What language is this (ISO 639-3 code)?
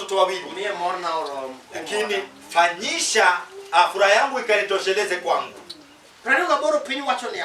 luo